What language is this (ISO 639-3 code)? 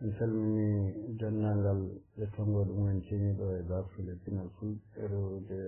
ful